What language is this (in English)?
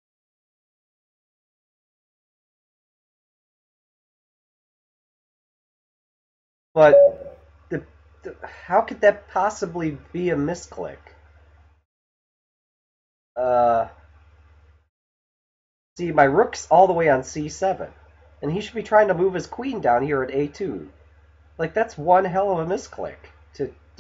English